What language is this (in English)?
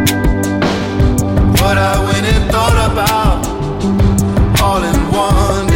English